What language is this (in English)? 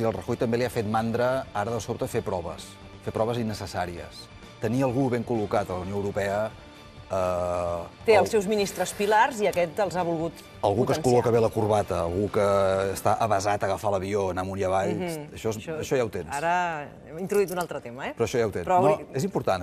Catalan